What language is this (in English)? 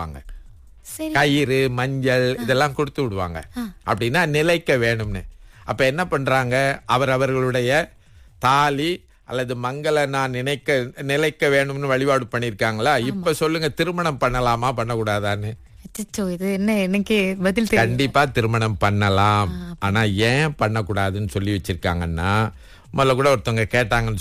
Tamil